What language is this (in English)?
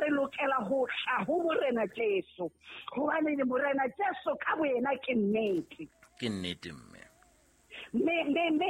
Southern Sotho